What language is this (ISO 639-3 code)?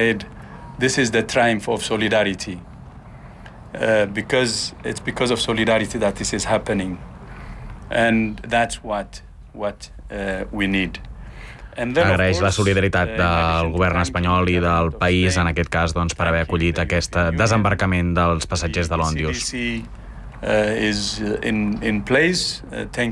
cat